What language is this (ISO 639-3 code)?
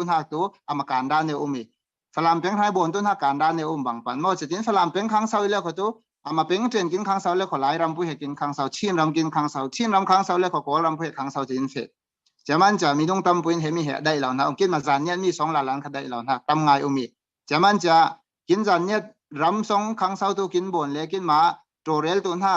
cfm